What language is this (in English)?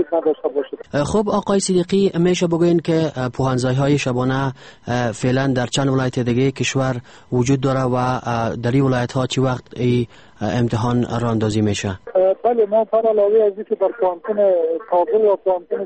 Persian